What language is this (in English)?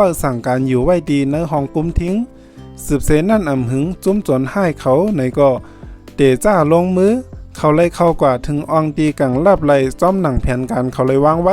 Shan